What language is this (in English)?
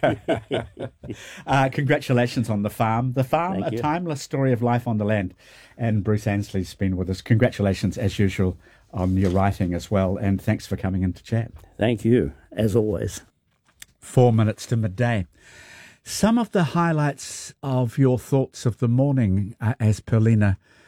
English